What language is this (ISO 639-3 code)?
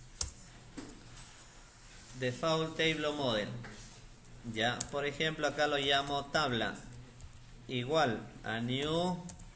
spa